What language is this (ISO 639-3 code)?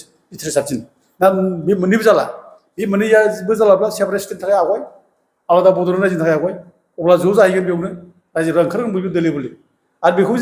brx